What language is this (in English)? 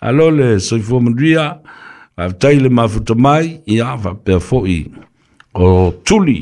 Samoan